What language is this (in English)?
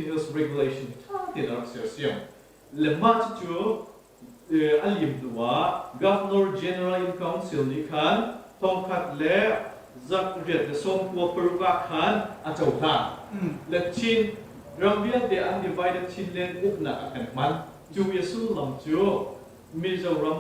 Hakha Chin